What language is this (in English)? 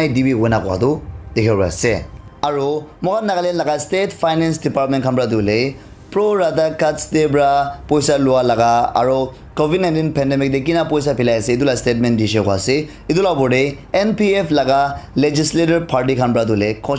Naga Pidgin